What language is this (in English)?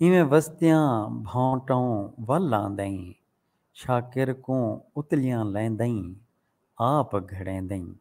Saraiki